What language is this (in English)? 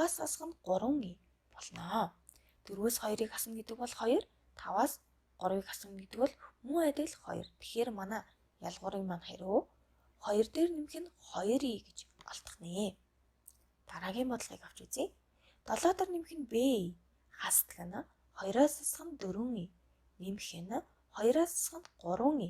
Mongolian